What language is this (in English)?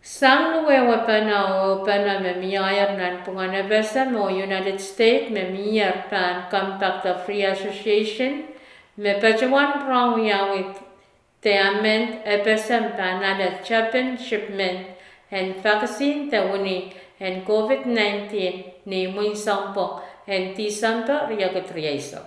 Pohnpeian